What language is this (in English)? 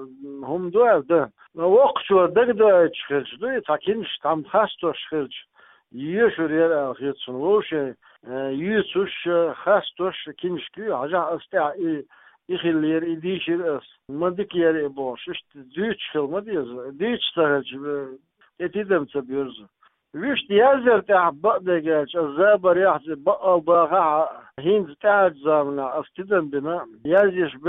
Chechen